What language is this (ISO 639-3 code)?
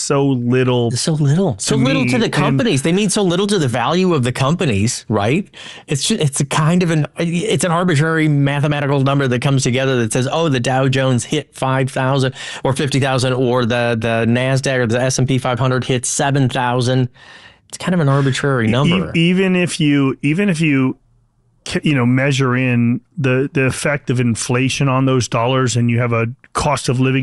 eng